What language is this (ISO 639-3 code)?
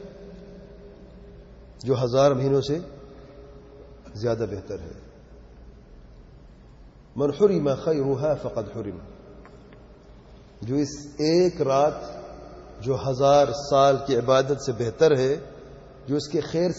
urd